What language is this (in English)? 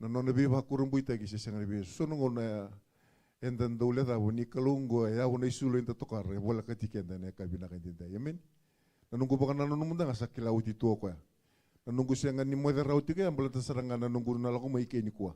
Fijian